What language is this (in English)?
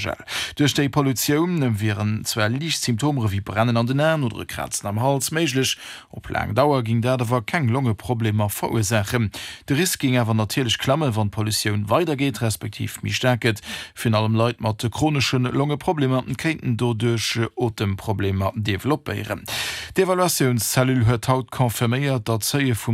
Luxembourgish